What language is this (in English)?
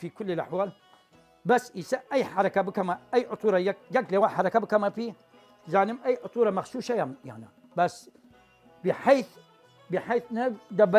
Southern Kurdish